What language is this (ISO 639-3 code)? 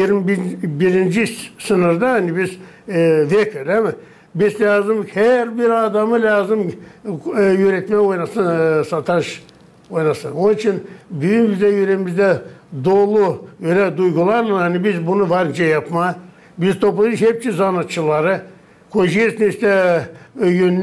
gag